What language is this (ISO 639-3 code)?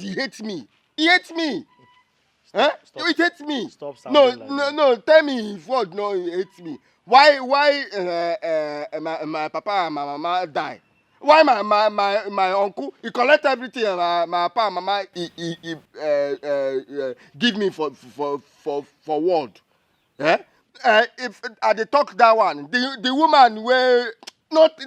pcm